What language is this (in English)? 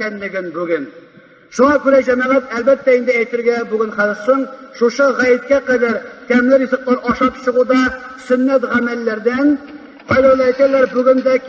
Tatar